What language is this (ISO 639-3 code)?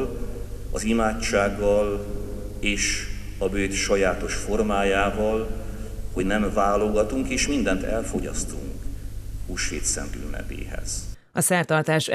hun